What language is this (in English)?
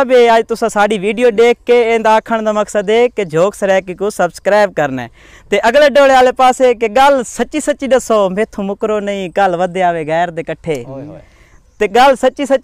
Saraiki